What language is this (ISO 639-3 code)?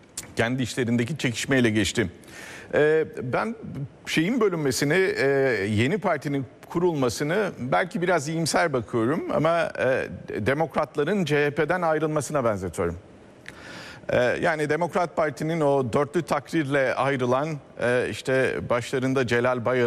tur